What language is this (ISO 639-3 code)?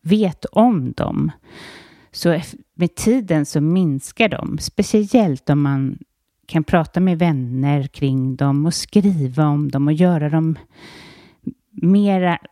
swe